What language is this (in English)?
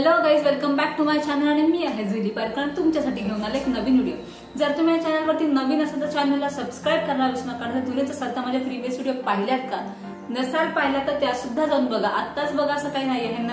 Marathi